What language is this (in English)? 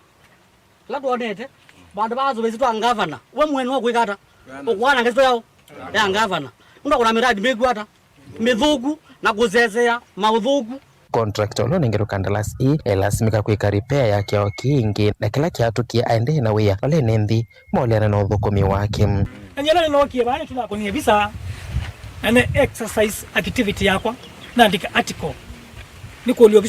Kamba